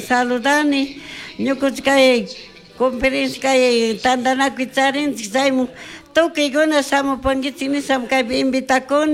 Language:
Chimborazo Highland Quichua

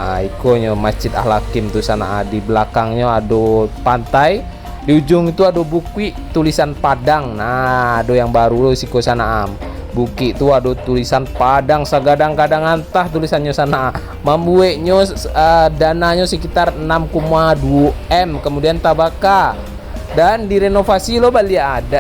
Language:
Minangkabau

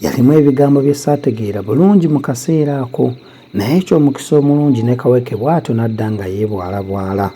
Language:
Ganda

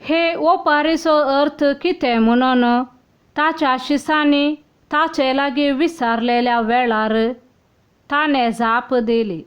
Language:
Konkani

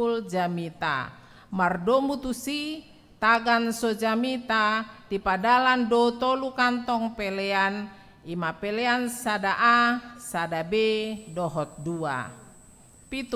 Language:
Batak Toba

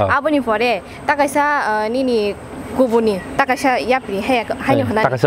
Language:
Kok Borok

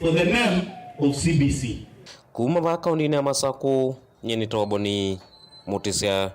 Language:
Kamba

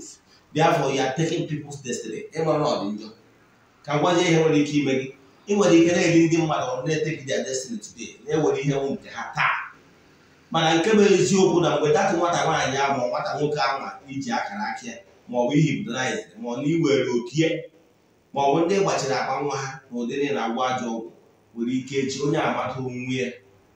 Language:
Igbo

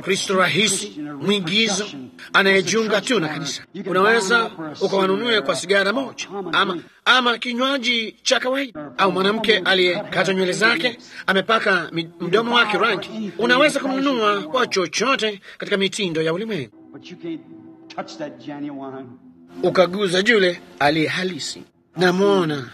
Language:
Swahili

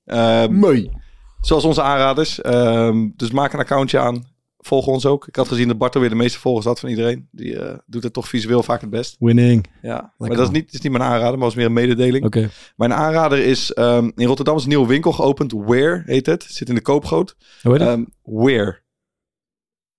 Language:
Dutch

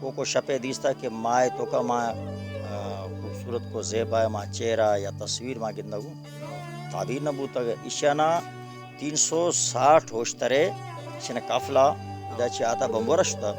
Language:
Baluchi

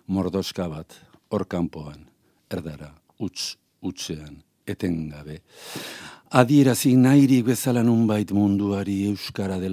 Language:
Basque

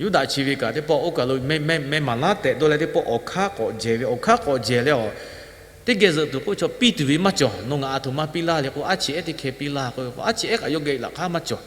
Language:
Lahu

